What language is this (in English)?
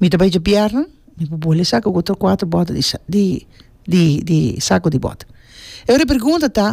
Papiamento